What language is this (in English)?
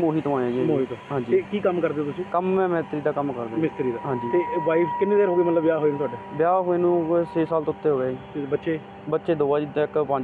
Punjabi